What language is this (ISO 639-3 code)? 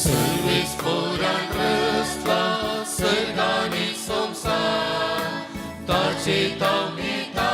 kok